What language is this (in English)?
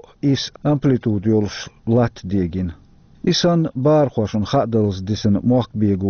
Chechen